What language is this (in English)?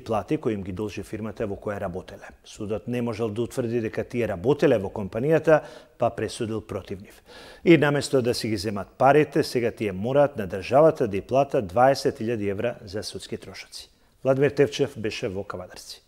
Macedonian